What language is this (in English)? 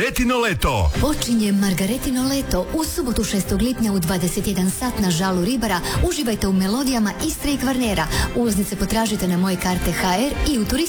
Croatian